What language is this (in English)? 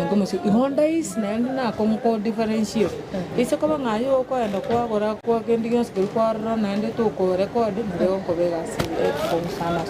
Gusii